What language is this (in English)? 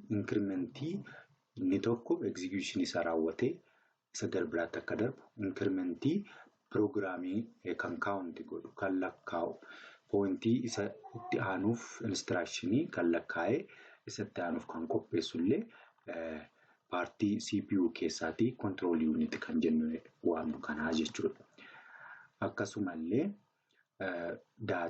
Oromo